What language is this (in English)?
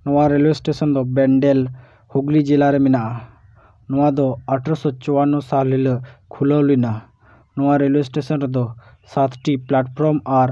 Santali